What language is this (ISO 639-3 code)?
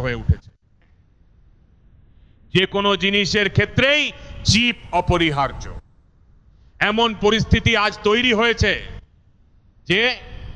ben